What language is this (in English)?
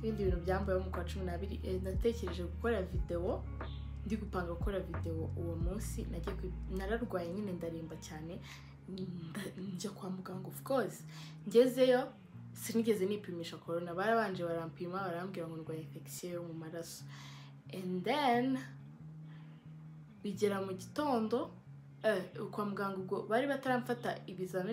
Kinyarwanda